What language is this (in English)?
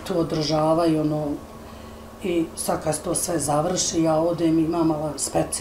Bosnian